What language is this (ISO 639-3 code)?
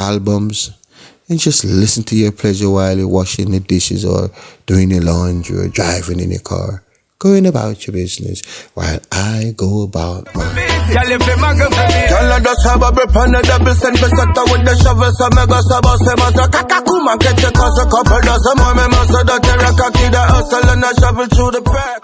jam